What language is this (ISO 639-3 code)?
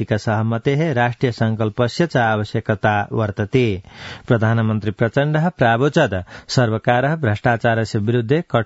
san